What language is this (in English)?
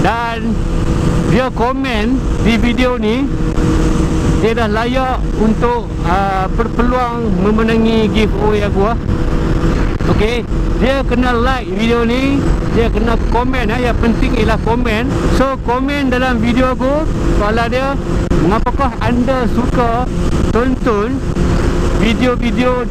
Malay